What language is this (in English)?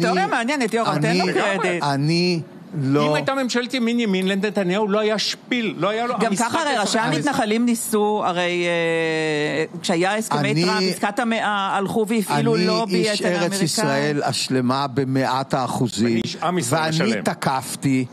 Hebrew